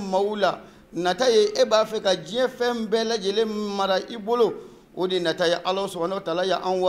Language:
Bambara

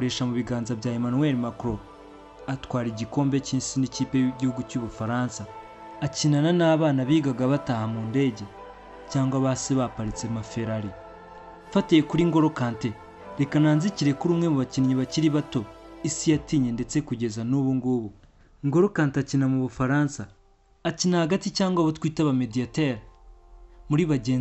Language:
Kinyarwanda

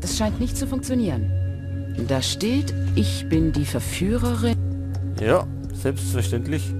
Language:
Bavarian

